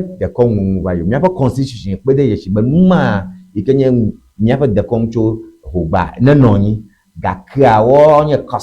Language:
Ewe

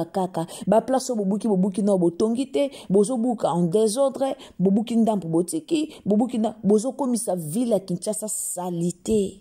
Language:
Lingala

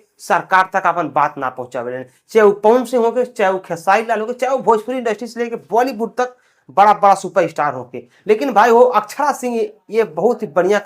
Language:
Bhojpuri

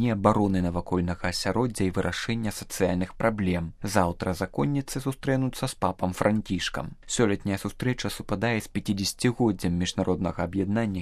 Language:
Belarusian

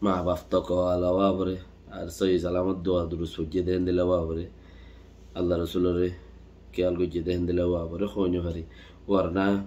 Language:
Rohingya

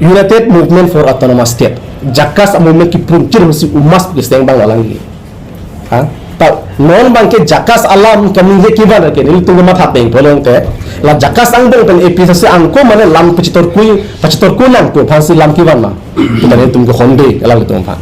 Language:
Karbi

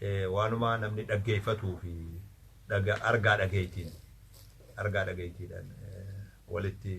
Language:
Oromo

